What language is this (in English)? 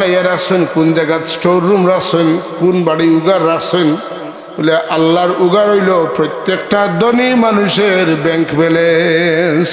Sylheti